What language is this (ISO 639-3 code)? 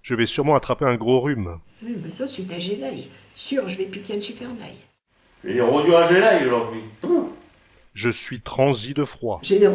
pcd